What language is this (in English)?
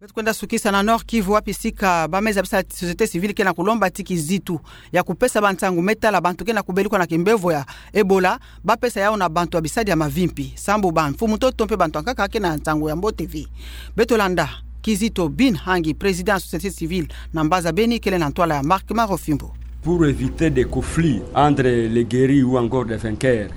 Kituba (Democratic Republic of Congo)